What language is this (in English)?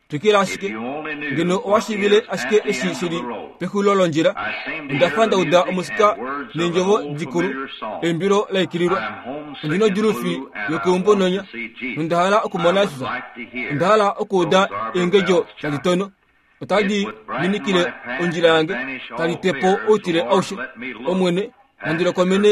Kuanyama